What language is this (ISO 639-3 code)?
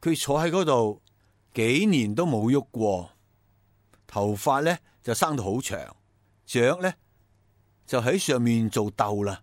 yue